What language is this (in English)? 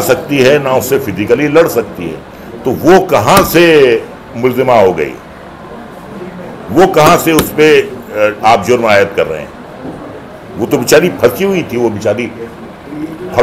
Hindi